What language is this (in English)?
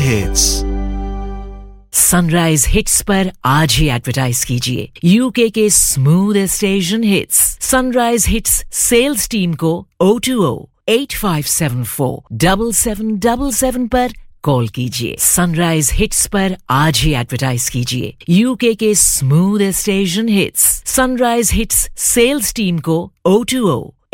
Hindi